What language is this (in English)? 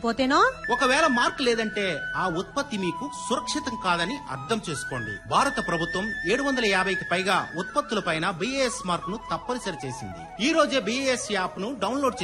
Telugu